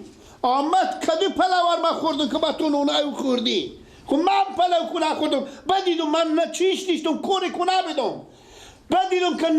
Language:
Persian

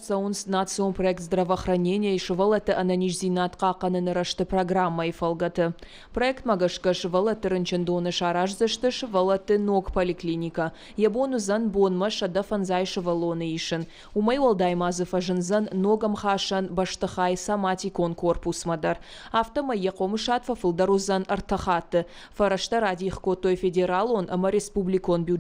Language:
Ossetic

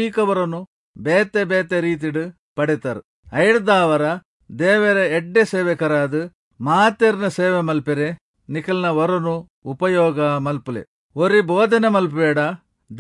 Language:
Tulu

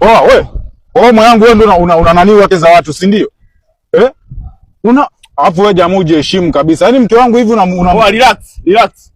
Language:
Swahili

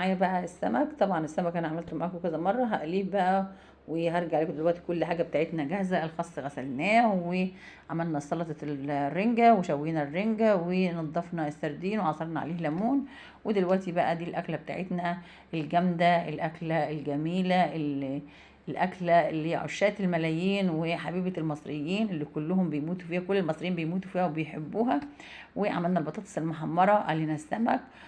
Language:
Egyptian Arabic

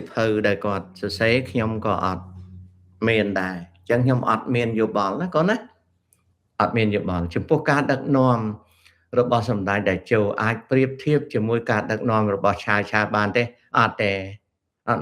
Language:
Khmer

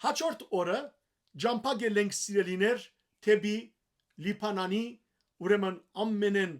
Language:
Western Armenian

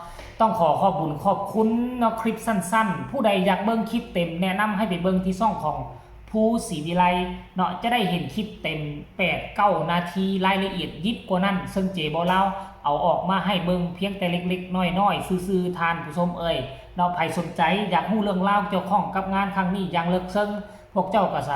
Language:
Northeastern Thai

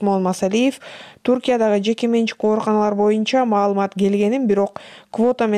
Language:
Kyrgyz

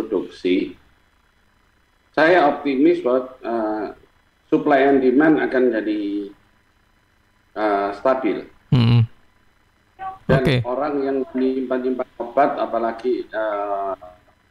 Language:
Indonesian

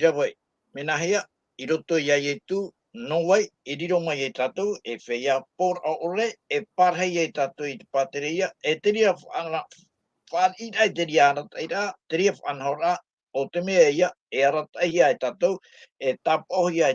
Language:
Tahitian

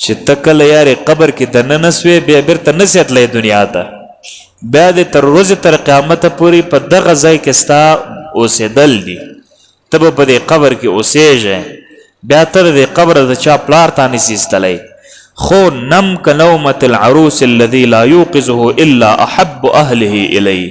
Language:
Pashto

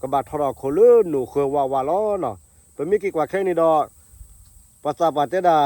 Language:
S'gaw Karen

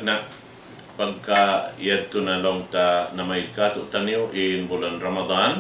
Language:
Tausug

